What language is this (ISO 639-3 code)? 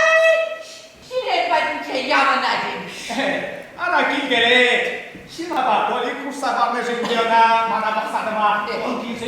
chv